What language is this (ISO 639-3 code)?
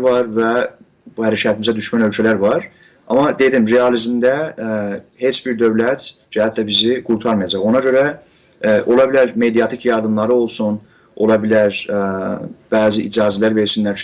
azb